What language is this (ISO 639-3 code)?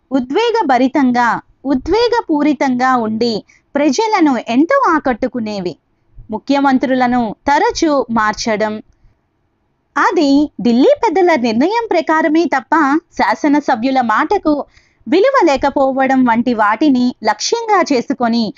tel